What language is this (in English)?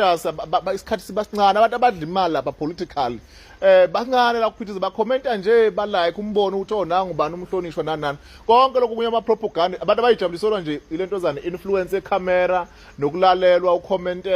Zulu